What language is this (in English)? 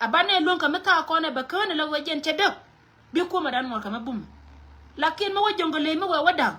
Nuer